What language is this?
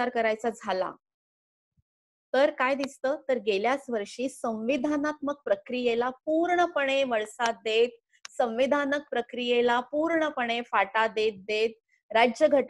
Marathi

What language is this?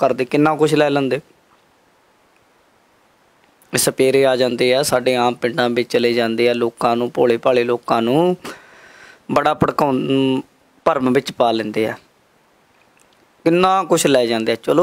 Punjabi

